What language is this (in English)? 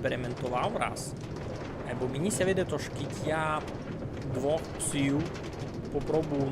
Rusyn